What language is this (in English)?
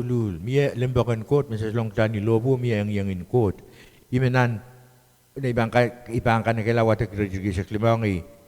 Pohnpeian